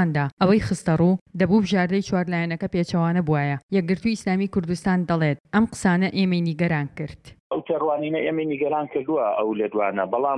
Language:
Central Kurdish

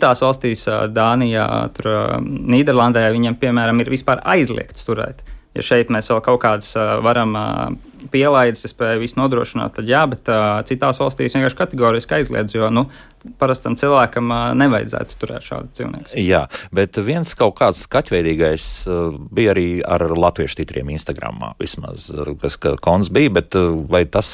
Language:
Latvian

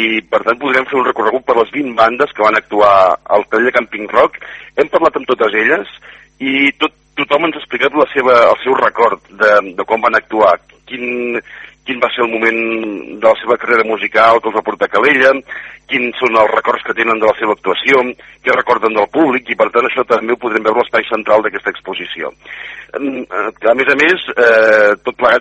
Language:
Catalan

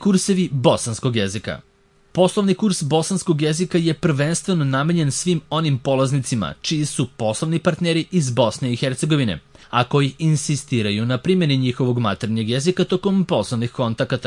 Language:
Serbian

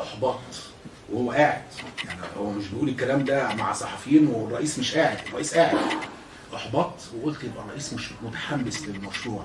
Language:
Egyptian Arabic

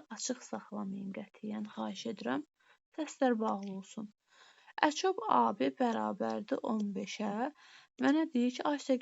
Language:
Azerbaijani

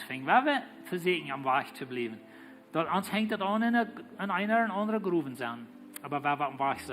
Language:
Plautdietsch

